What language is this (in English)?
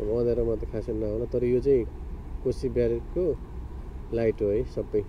Nepali